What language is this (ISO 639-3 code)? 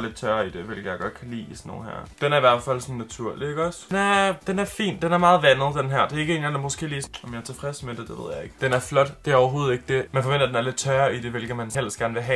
dan